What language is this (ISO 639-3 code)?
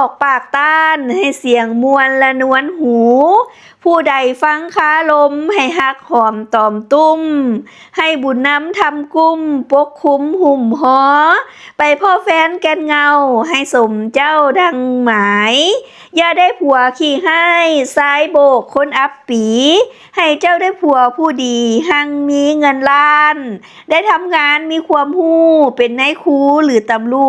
lao